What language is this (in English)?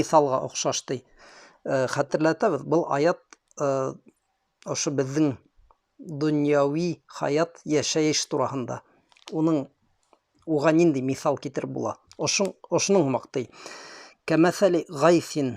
Bashkir